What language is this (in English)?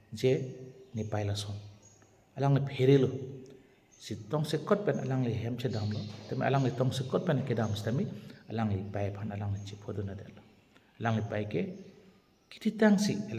Karbi